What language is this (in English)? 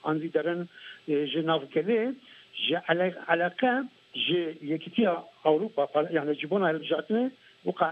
Kurdish